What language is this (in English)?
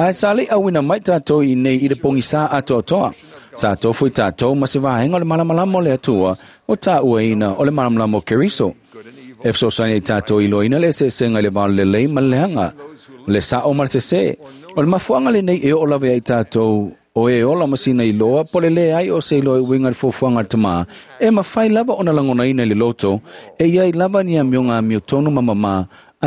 Samoan